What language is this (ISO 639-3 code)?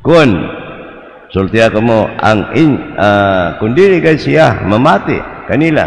ceb